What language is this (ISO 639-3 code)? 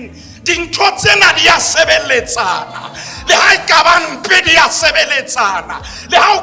sot